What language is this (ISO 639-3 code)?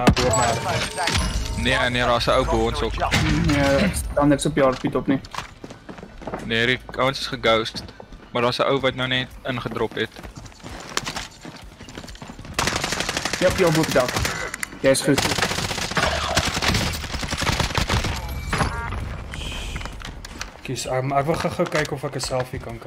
afr